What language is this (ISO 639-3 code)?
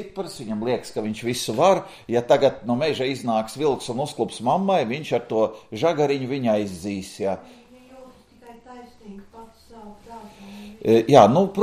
lav